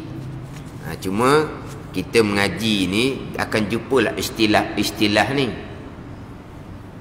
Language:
Malay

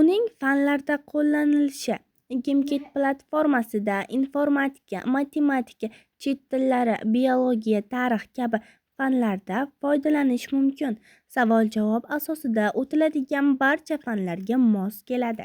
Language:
Uzbek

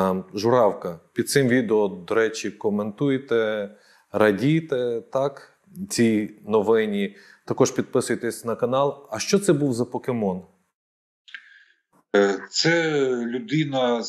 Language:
Ukrainian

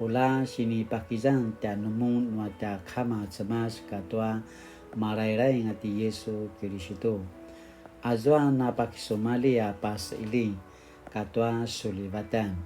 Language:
Paiwan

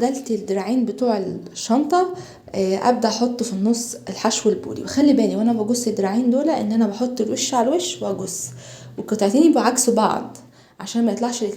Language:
Egyptian Arabic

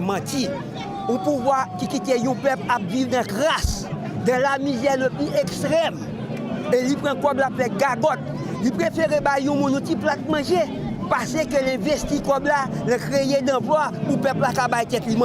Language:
Haitian Creole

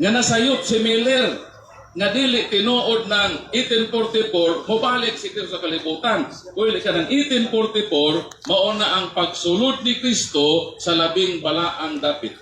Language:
Cebuano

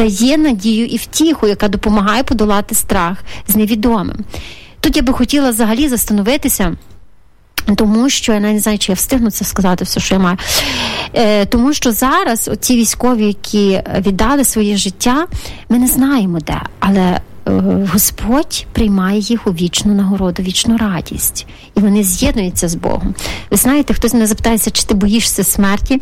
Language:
Ukrainian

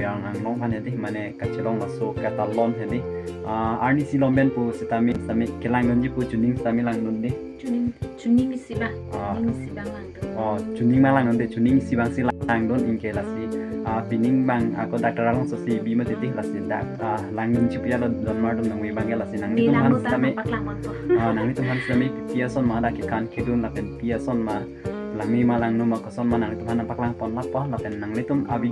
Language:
Karbi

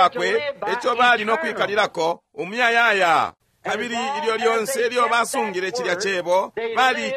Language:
Bemba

